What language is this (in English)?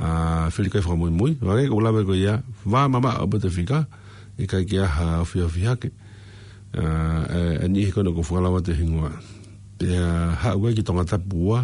Tongan